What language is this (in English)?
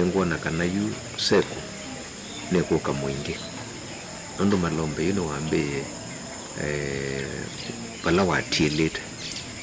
Kamba